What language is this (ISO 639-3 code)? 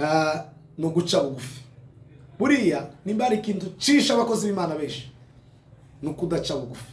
kin